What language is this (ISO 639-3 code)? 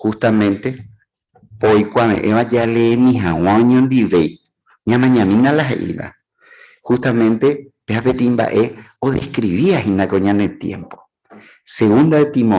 grn